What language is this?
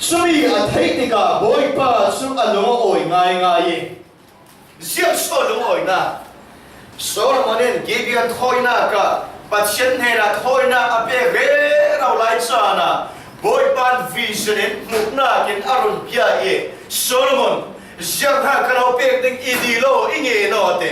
Falam Chin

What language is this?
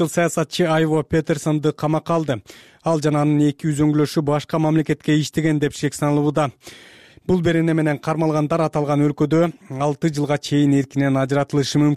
Kyrgyz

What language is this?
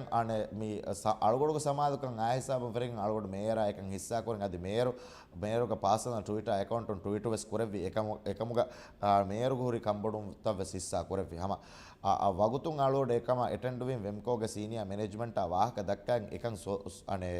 Divehi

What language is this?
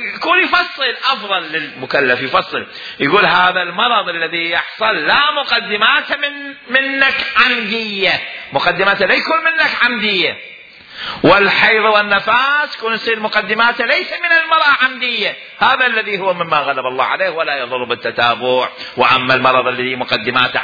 Mesopotamian Arabic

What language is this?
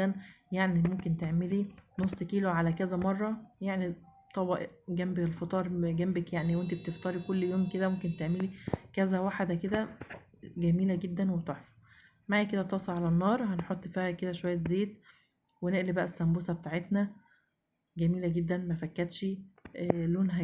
Egyptian Arabic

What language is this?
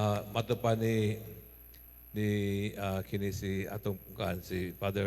Cebuano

